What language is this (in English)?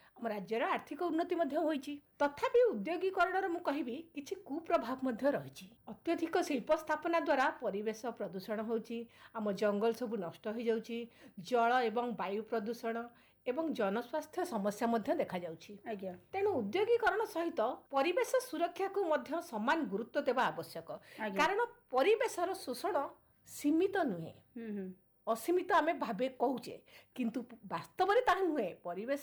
Odia